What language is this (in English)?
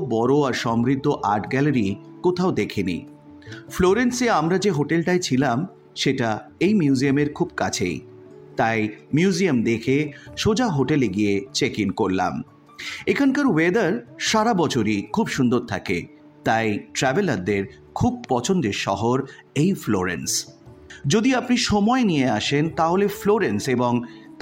Bangla